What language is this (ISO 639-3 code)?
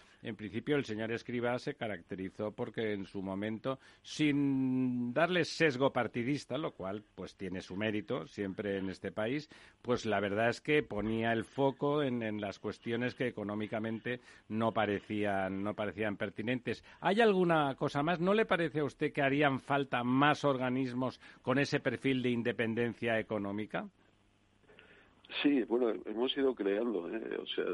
spa